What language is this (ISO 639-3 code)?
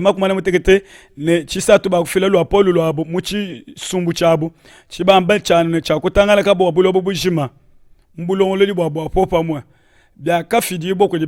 lua